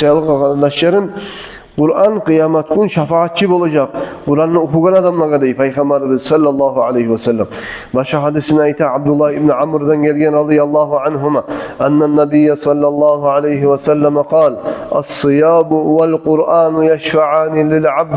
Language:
Kumyk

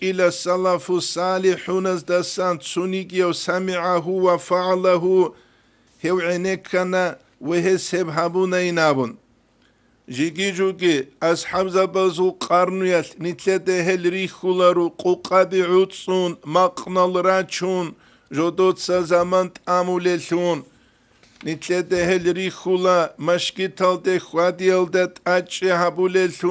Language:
Avaric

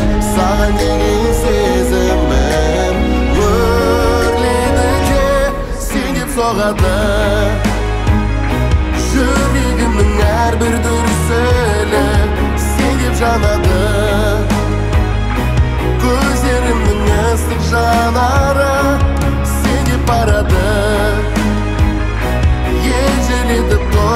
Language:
Kazakh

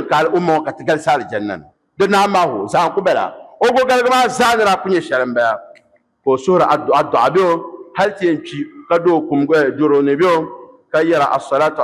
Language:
Dagbani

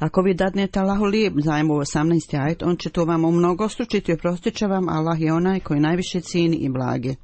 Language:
Bosnian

